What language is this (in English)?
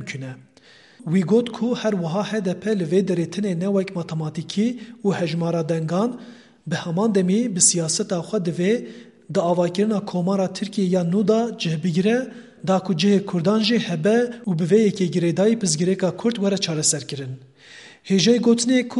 Kurdish